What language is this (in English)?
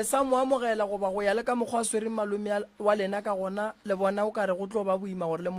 Northern Sotho